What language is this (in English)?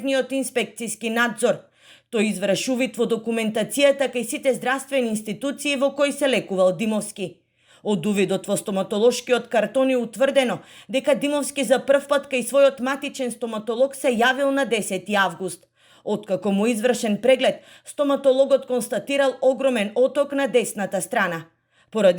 Macedonian